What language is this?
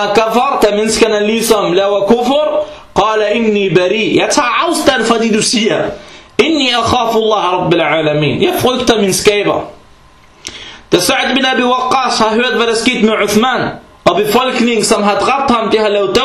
Danish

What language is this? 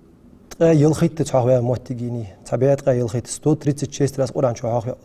Ingush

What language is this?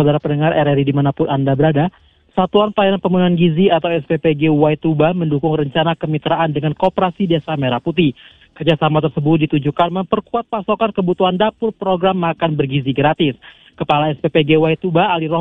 Indonesian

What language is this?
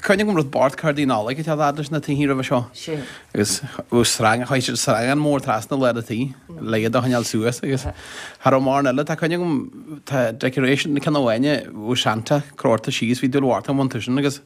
Irish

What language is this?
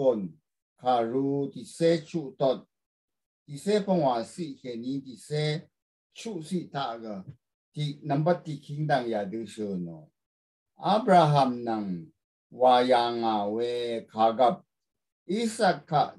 Rawang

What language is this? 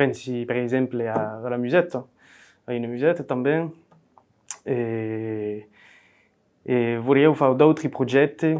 Occitan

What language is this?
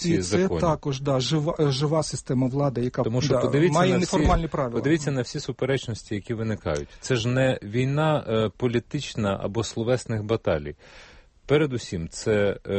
Ukrainian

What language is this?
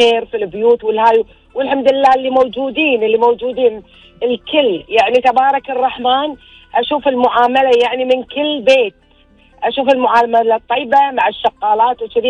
Gulf Arabic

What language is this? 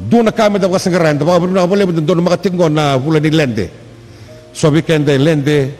Fijian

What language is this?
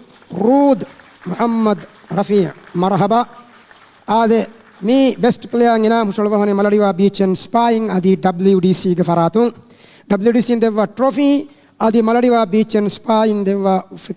Divehi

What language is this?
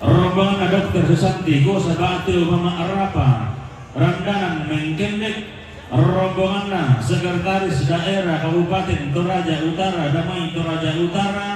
Toraja-Sa'dan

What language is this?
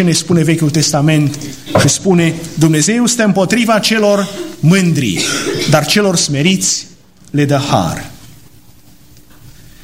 Romanian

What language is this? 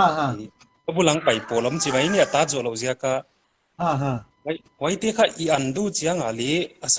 Paite Chin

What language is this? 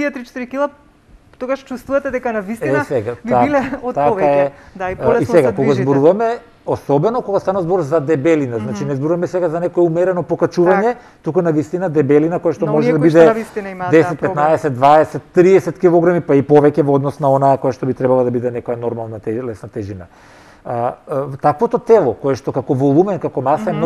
Macedonian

